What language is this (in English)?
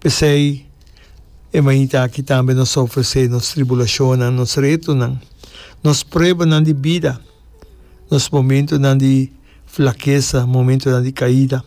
Papiamento